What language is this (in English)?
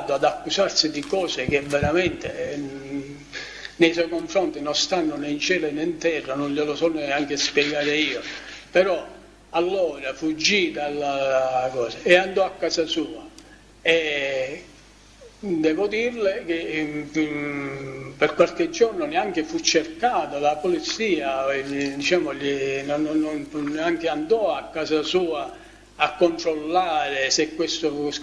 Italian